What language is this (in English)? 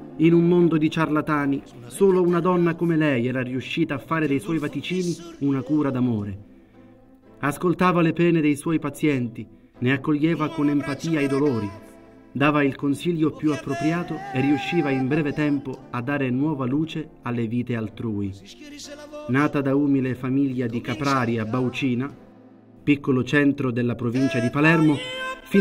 Italian